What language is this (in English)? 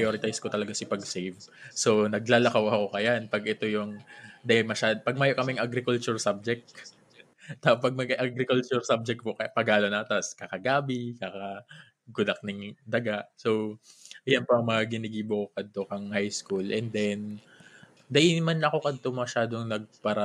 Bikol